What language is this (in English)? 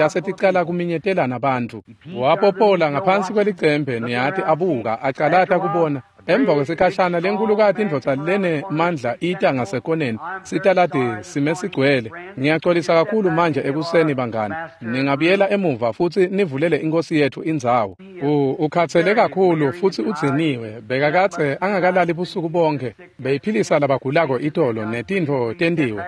Swati